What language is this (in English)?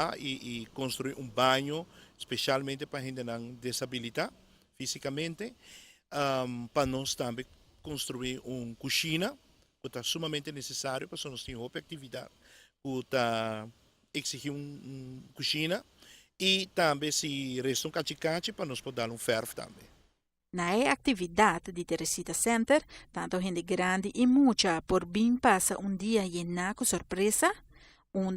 Papiamento